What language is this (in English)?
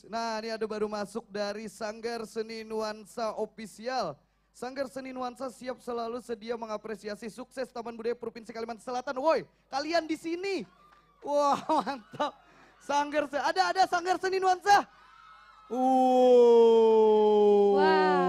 Banjar